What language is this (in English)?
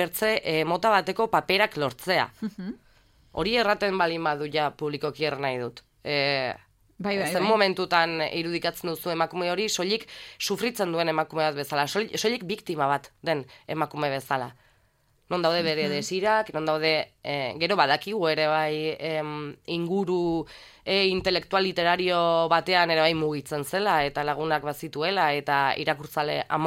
Basque